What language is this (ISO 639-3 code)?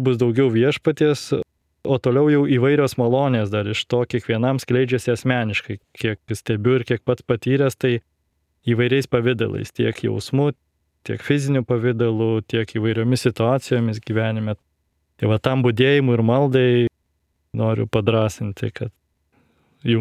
lit